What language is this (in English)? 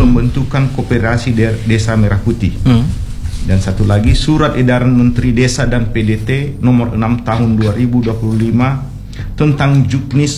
Indonesian